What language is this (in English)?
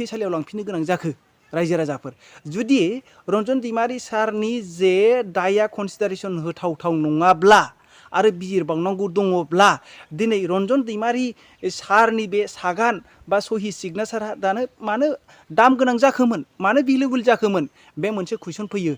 Bodo